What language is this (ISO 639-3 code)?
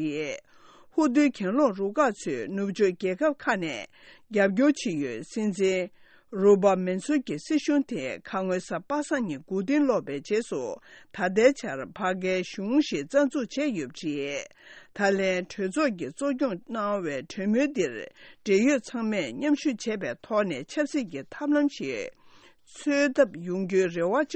bod